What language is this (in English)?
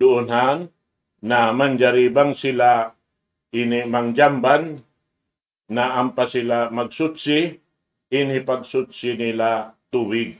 Tausug